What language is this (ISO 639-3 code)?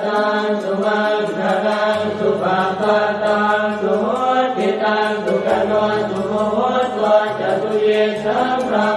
pli